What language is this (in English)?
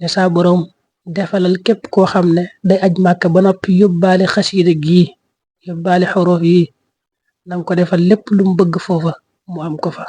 Wolof